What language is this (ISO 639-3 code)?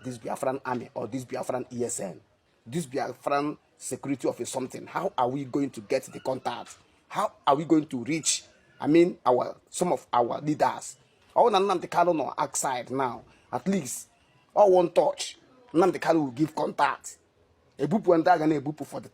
ibo